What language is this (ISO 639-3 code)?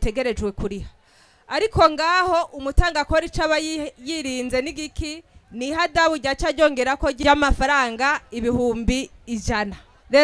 run